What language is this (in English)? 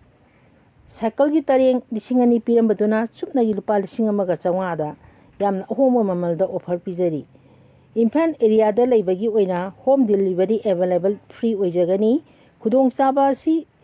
Manipuri